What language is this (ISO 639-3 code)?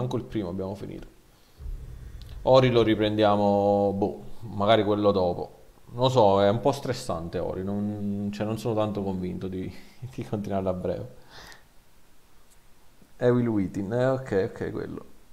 ita